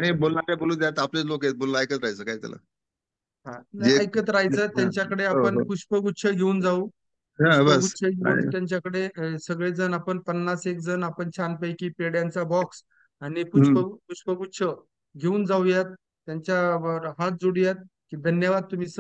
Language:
Marathi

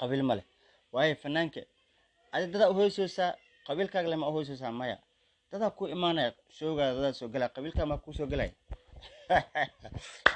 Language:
Somali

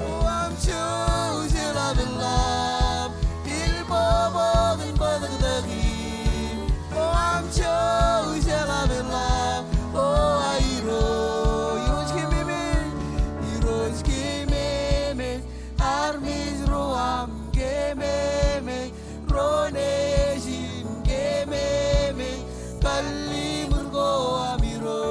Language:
Marshallese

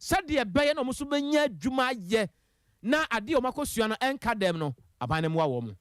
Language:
Akan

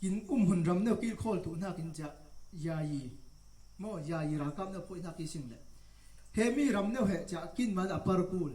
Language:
Falam Chin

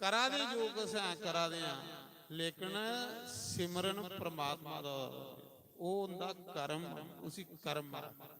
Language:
Dogri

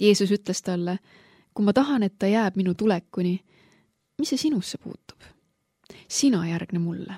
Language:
Estonian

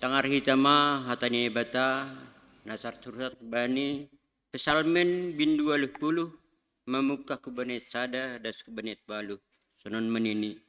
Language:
Batak Simalungun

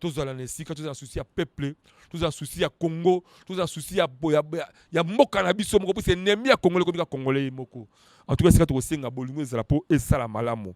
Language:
Lingala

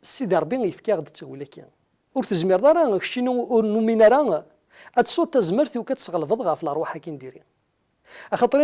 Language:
Kabyle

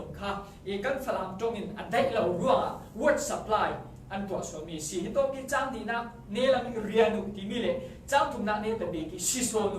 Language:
Falam Chin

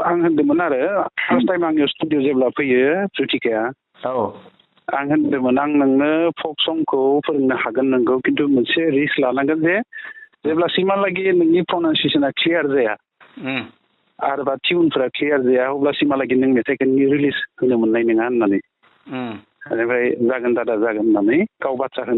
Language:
Bodo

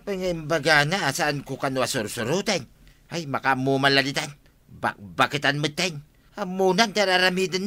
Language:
Iloko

